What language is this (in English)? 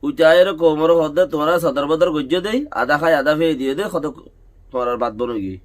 Rohingya